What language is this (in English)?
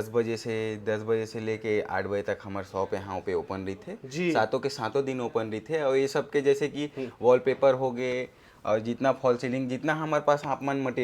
Chhattisgarhi